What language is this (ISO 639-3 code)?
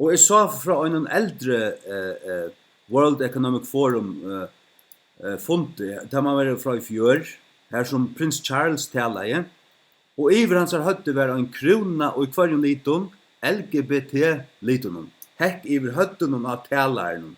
fao